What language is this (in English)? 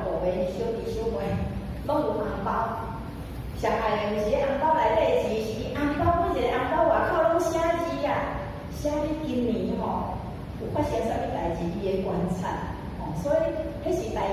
Min Nan Chinese